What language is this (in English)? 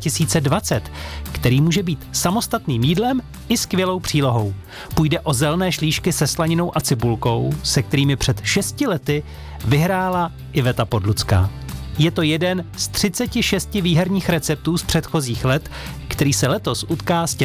Czech